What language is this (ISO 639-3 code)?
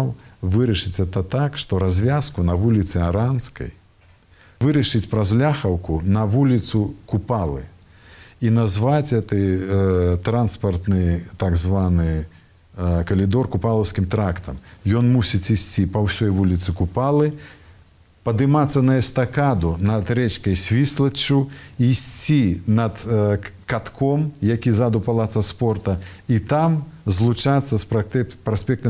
bel